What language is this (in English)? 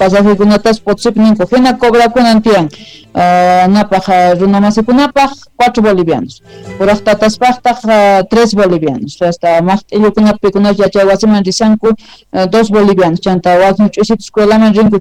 South Bolivian Quechua